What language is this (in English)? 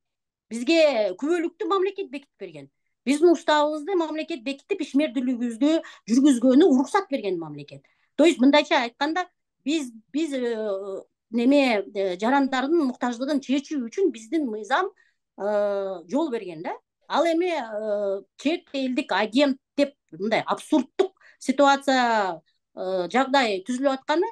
Kyrgyz